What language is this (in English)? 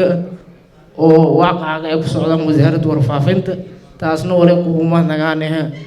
Somali